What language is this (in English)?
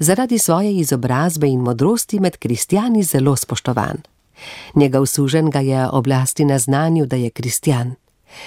Slovenian